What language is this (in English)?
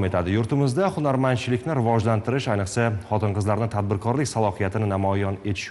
Uzbek